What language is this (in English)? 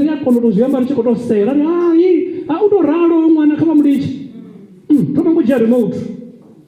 Venda